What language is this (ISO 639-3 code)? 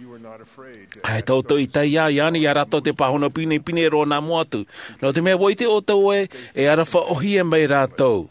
tah